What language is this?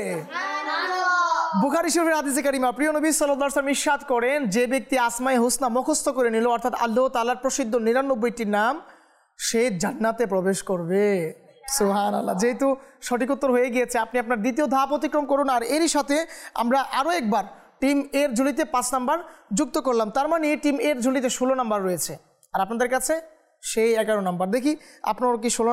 Bangla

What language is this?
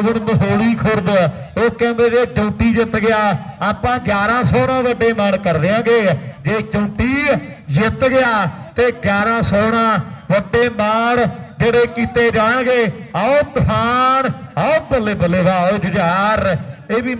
Punjabi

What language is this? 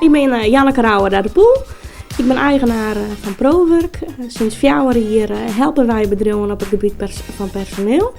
Western Frisian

